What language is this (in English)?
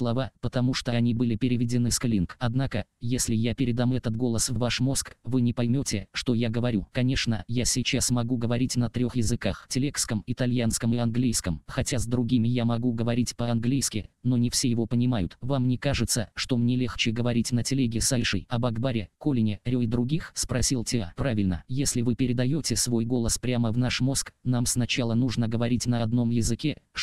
Russian